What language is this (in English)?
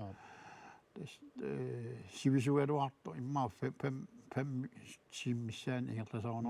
Kalaallisut